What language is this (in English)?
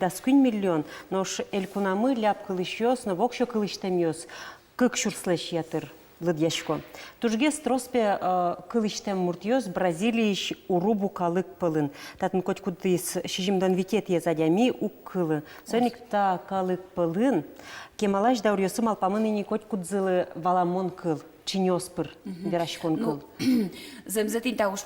Udmurt